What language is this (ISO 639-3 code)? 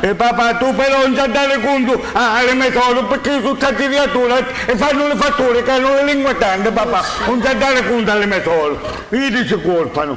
scn